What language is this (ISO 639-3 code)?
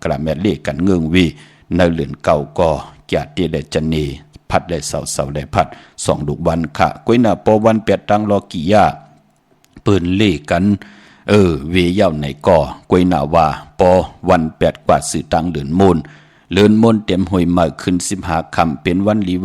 shn